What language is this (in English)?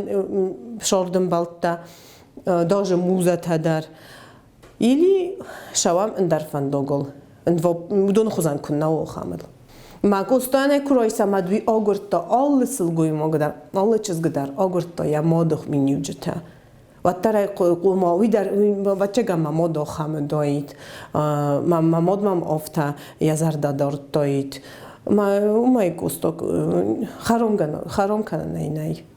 Ossetic